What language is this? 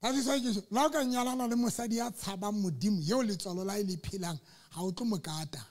Southern Sotho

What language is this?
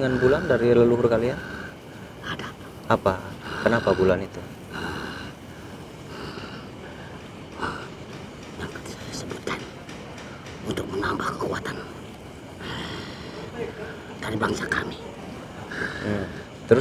Indonesian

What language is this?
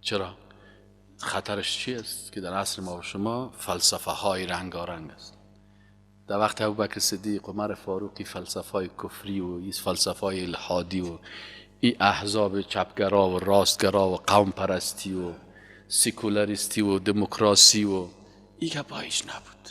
Persian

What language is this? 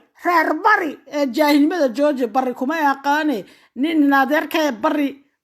Somali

